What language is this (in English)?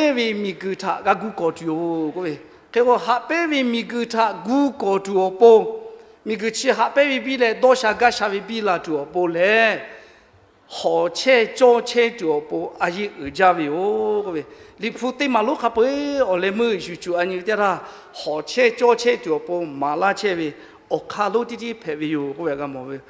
Lahu